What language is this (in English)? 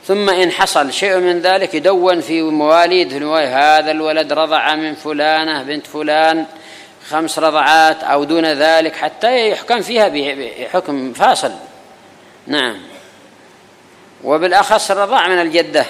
Arabic